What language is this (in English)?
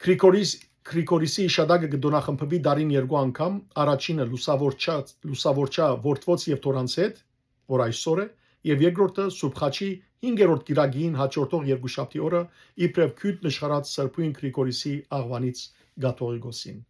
Western Armenian